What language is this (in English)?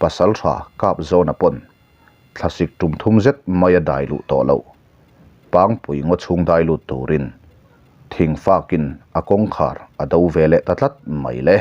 Mizo